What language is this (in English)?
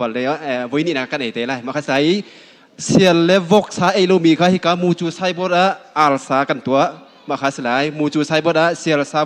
Hakha Chin